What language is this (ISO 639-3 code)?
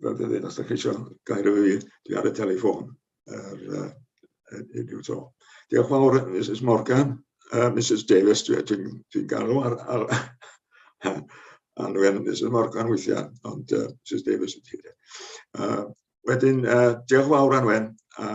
cym